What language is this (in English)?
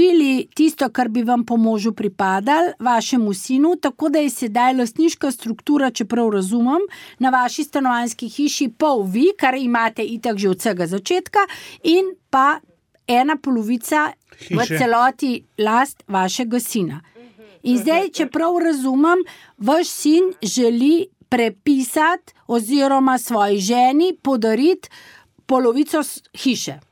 Slovenian